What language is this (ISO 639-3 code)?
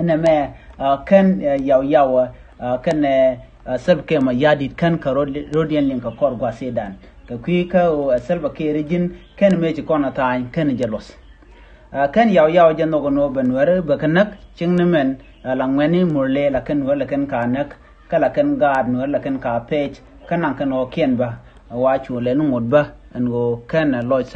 nus